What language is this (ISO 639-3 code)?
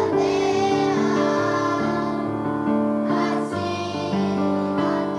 bik